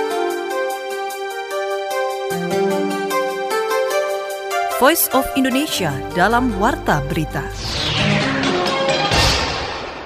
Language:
Indonesian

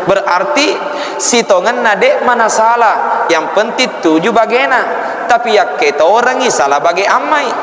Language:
Buginese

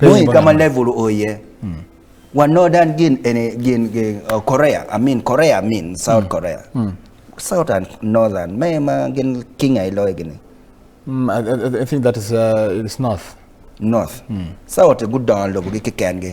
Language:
Acoli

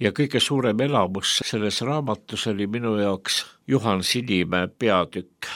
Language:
Estonian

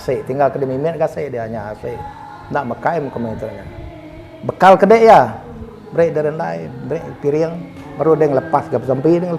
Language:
Iban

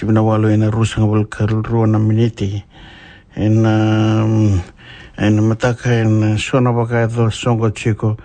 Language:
Fijian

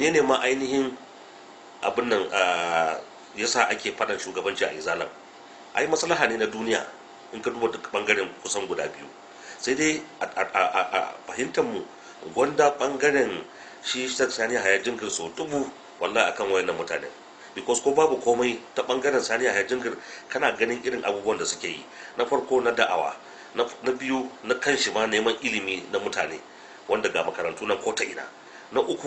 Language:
Hausa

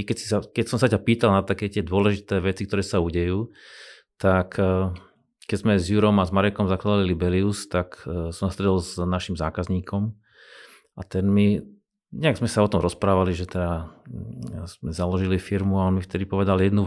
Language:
Slovak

